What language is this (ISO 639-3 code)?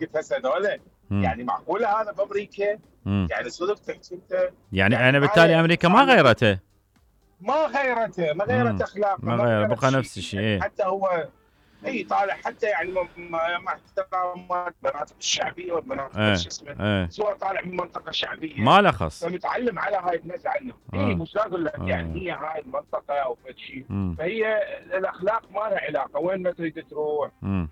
acm